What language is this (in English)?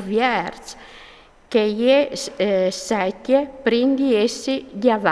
Friulian